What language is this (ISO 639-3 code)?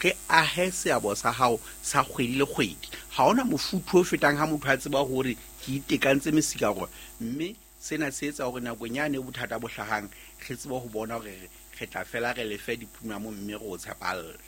sot